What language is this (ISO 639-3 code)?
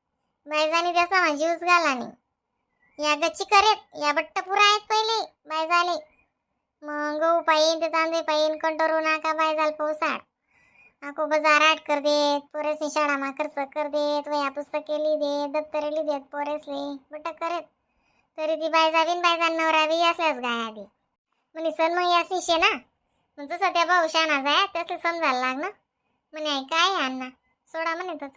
khn